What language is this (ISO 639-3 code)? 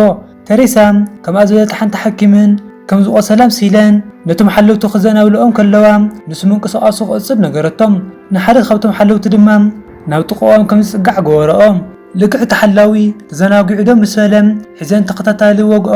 tir